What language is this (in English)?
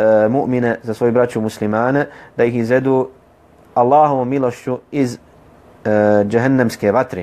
Bosnian